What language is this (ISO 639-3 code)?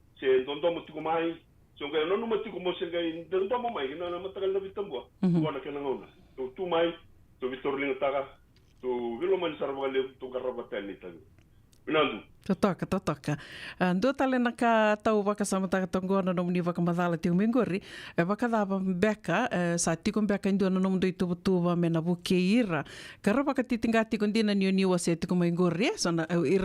fij